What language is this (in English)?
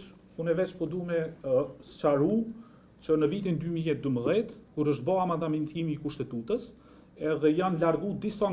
Albanian